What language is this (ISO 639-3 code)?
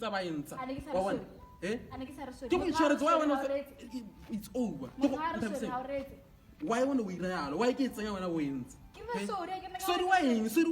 tsn